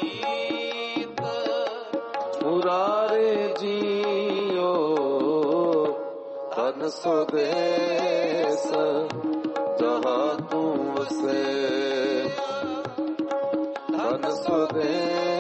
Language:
Punjabi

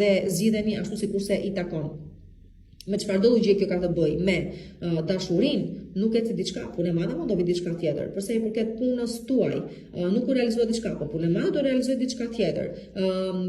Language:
Albanian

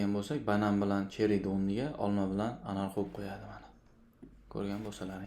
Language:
Uzbek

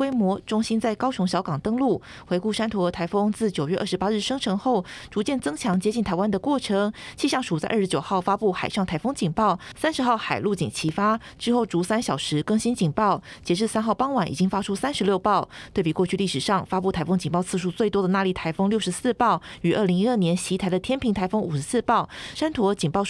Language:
Chinese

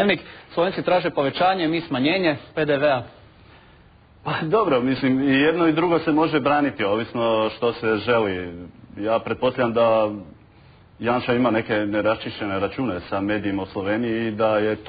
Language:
Croatian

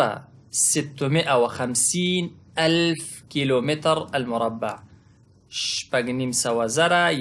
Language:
Pashto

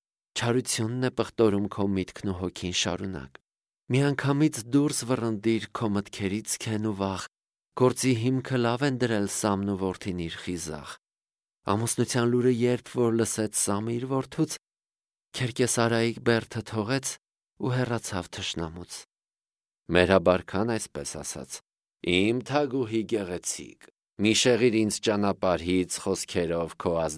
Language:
Armenian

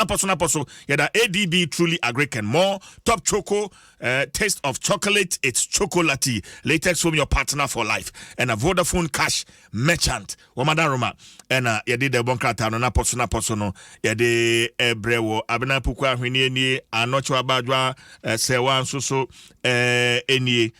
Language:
Akan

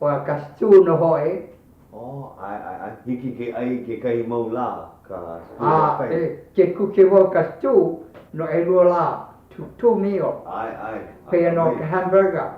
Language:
Hawaiian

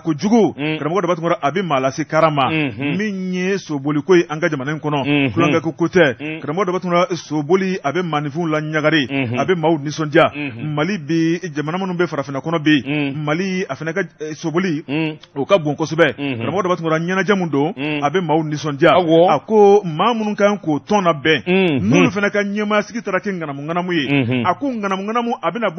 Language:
Bambara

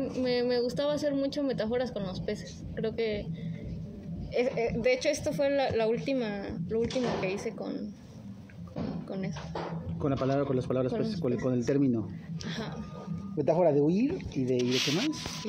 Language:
Spanish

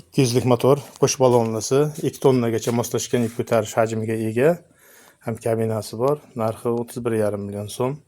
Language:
Uzbek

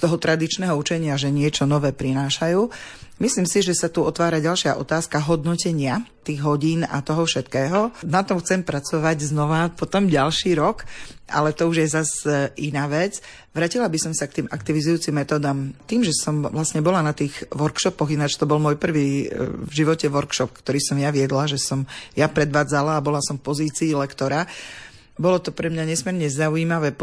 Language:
Slovak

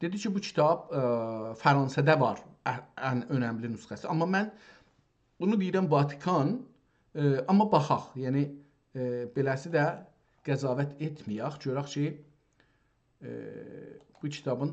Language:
South Azerbaijani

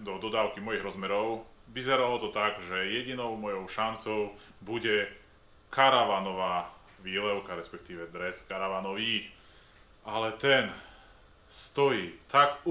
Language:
Slovak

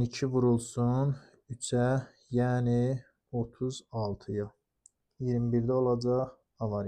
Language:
Azerbaijani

